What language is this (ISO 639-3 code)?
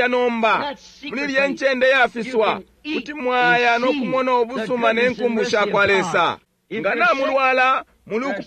bem